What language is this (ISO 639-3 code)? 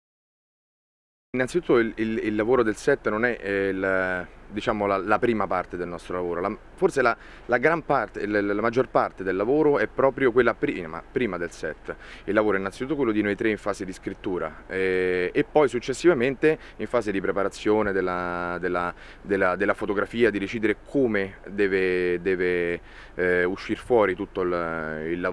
ita